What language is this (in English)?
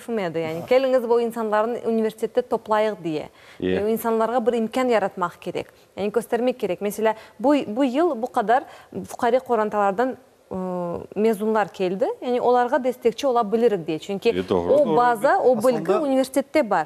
Crimean Tatar